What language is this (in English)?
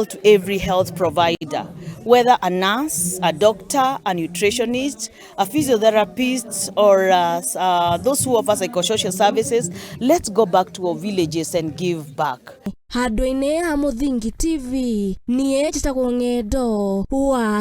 Kikuyu